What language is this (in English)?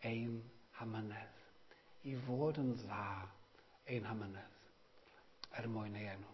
Welsh